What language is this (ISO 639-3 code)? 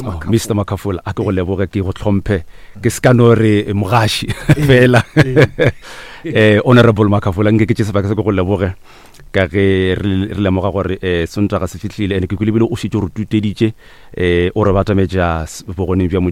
nso